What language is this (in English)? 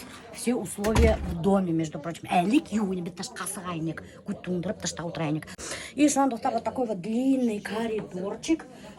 Bashkir